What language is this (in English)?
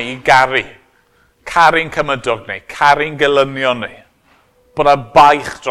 Welsh